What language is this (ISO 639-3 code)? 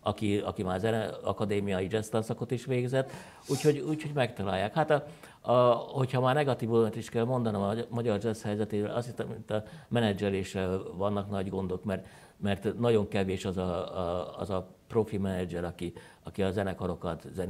hun